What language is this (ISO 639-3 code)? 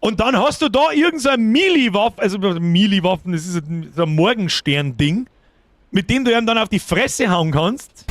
bar